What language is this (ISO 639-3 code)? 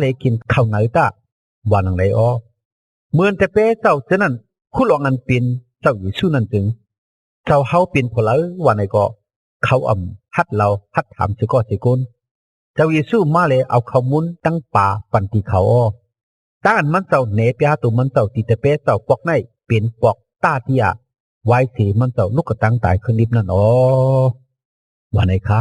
shn